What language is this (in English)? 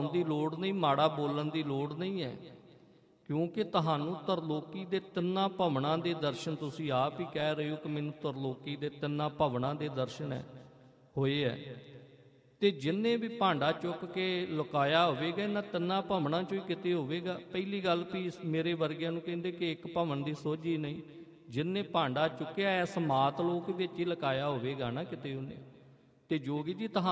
Punjabi